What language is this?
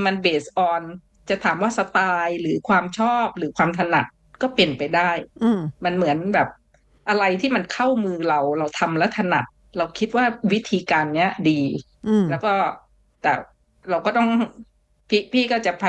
Thai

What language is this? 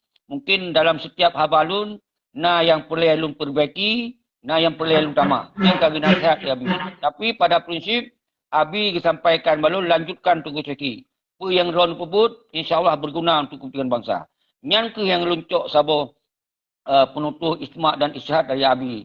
Achinese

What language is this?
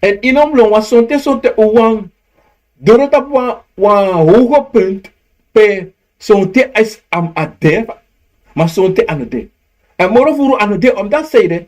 Sranan Tongo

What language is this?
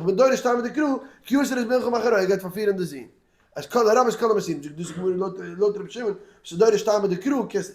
Yiddish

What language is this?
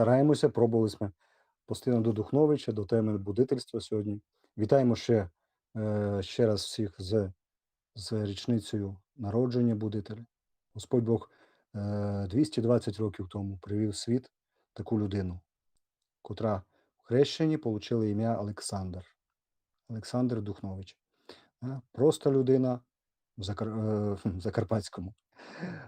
Rusyn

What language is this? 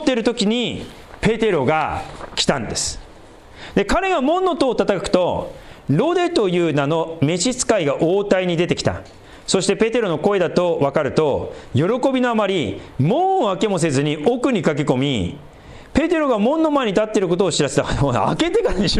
Japanese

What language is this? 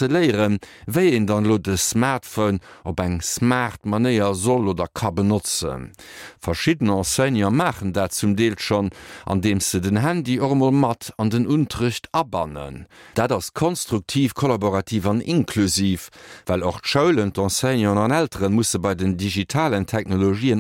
Luxembourgish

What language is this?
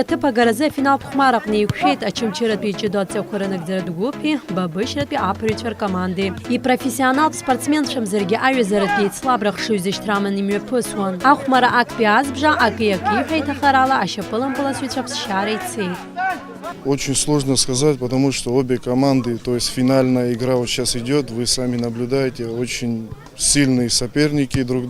Abkhazian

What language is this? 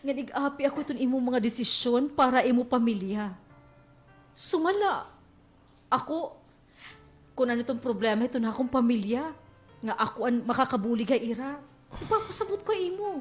Waray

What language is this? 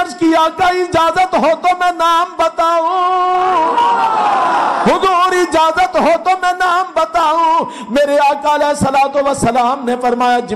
Urdu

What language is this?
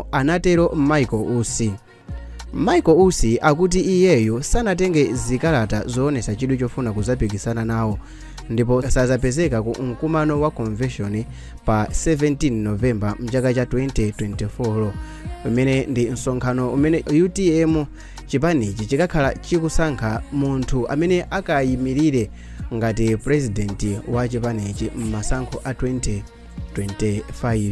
Nyanja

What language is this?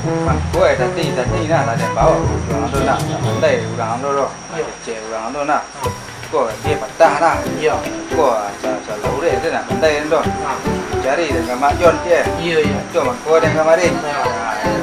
Minangkabau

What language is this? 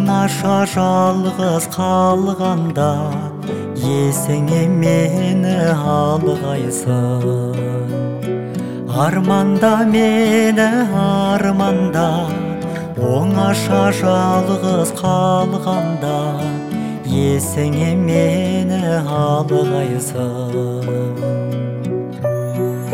Kazakh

